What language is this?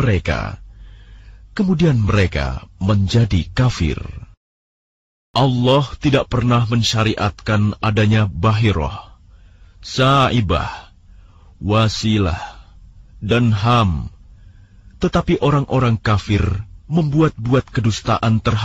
Indonesian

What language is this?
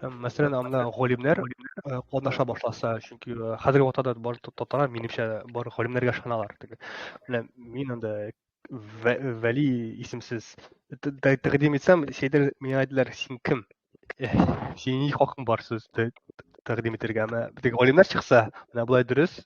Tatar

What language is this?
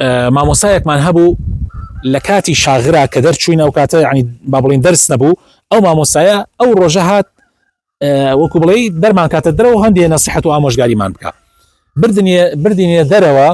Central Kurdish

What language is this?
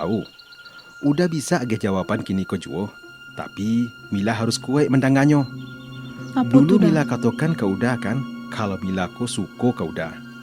Minangkabau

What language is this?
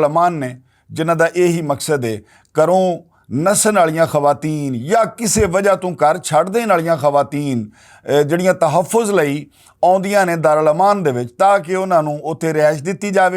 Western Panjabi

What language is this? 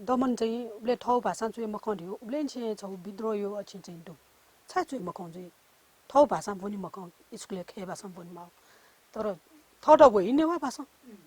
Newari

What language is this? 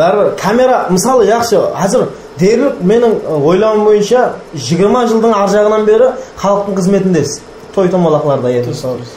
Kara-Kalpak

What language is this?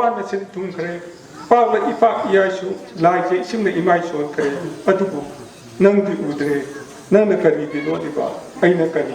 Manipuri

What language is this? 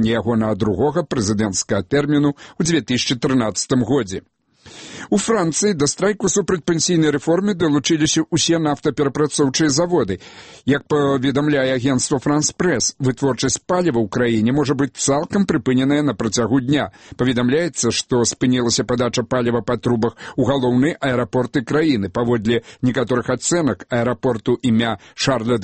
Belarusian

